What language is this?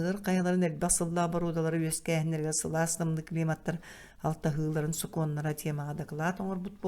Yakut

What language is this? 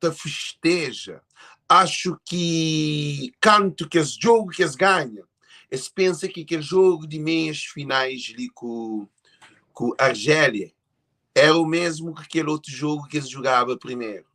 Kabuverdianu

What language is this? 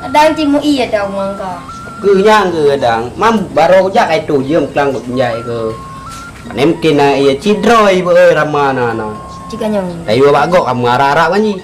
Achinese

